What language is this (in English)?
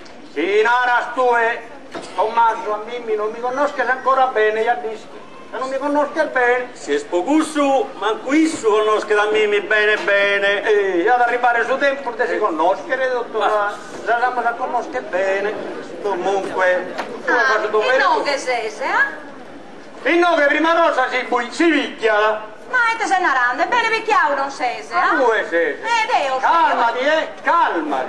Sardinian